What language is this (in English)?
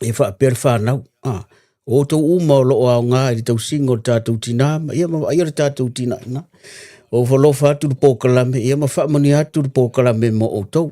Samoan